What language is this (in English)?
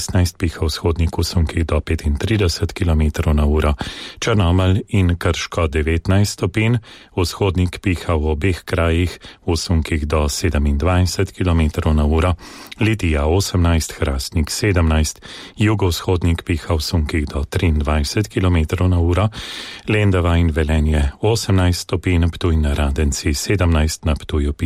Slovenian